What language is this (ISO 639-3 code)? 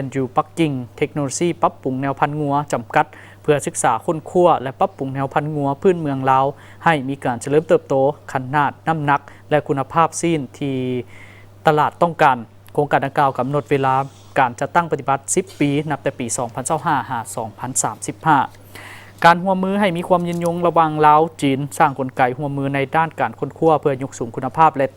lao